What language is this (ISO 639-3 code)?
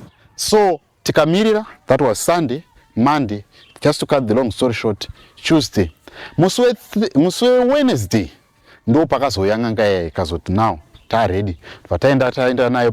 sna